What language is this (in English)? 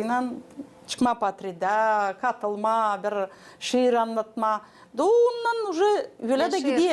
Gagauz